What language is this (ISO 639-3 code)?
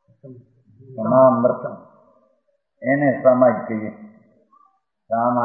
guj